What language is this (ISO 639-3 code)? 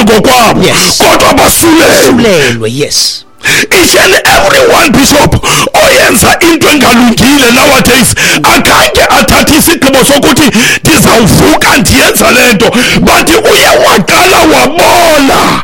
xho